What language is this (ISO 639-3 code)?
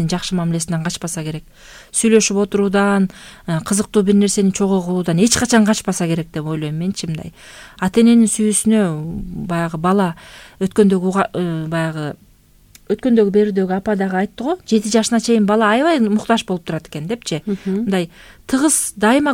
kir